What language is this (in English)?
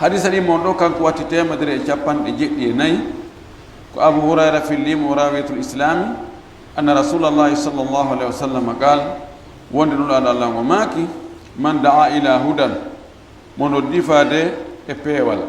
Fula